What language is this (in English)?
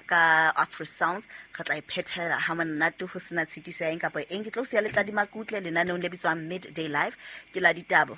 Southern Sotho